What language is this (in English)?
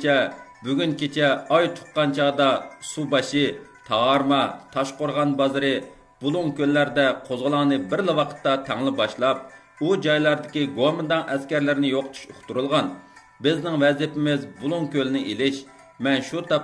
Uyghur